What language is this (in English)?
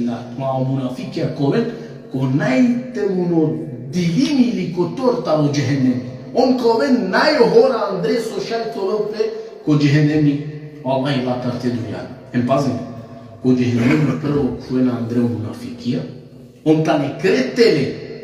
Balkan Romani